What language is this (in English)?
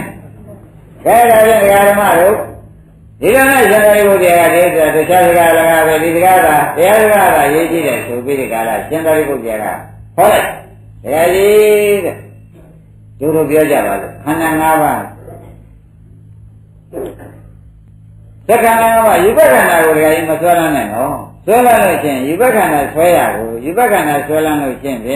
Burmese